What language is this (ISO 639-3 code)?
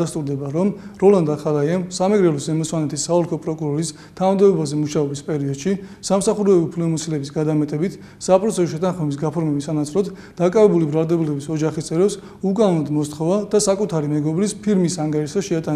kat